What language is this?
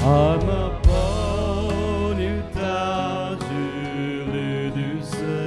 Poumei Naga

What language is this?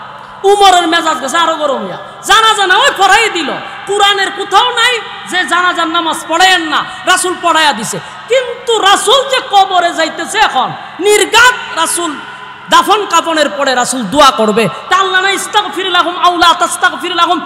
Bangla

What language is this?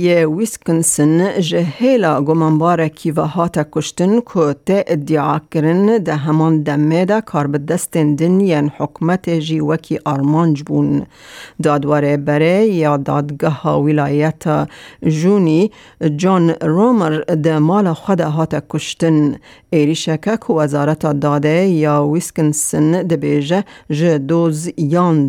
Kurdish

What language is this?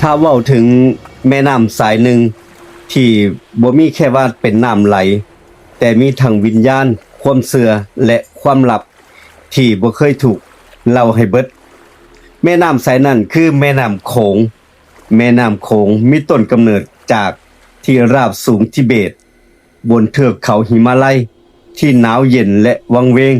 Northeastern Thai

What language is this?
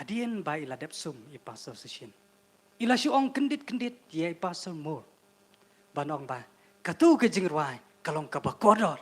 Khasi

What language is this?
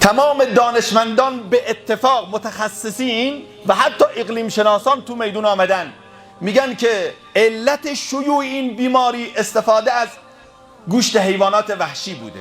Persian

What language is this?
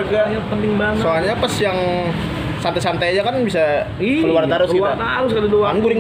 Banjar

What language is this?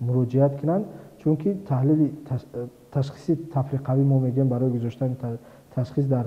Tajik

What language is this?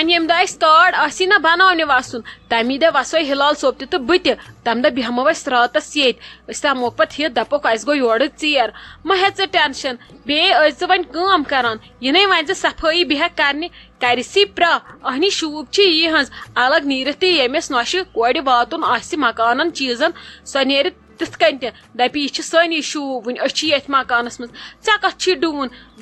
Kashmiri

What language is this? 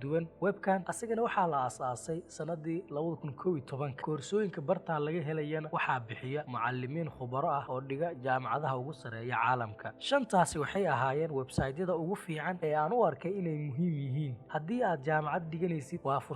Somali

